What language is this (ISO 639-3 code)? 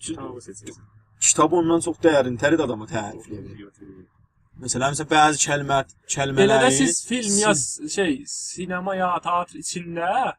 azb